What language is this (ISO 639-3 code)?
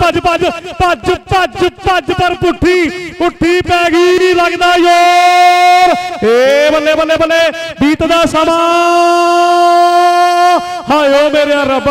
pan